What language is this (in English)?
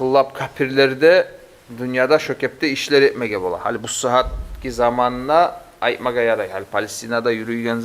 Kumyk